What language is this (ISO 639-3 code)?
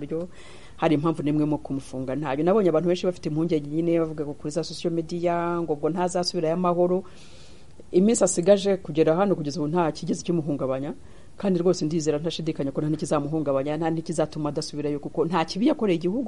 kin